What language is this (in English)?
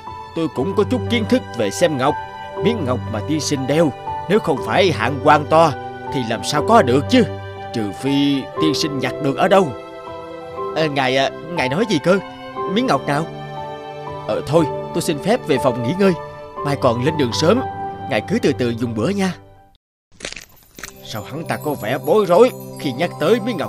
Vietnamese